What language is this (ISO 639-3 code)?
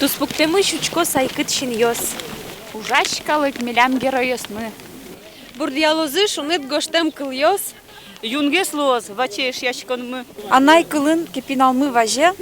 udm